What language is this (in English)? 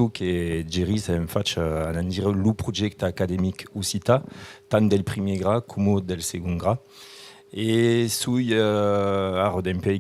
Occitan